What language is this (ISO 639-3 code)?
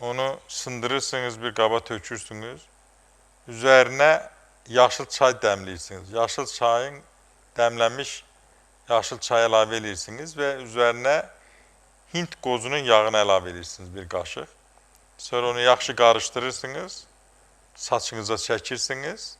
aze